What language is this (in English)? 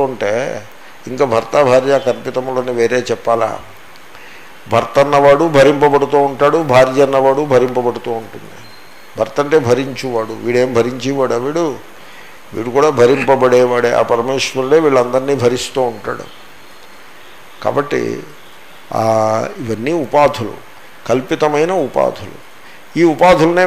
Telugu